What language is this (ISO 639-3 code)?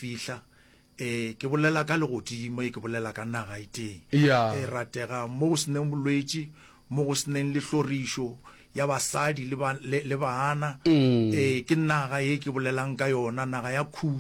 nso